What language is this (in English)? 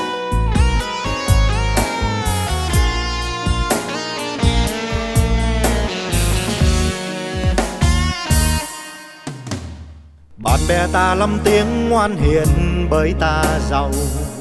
Vietnamese